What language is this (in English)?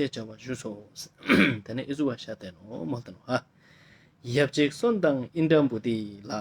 Ladakhi